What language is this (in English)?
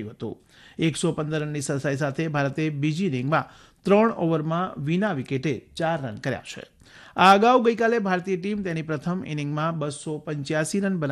Gujarati